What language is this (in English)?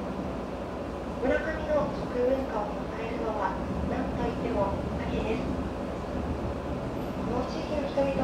Japanese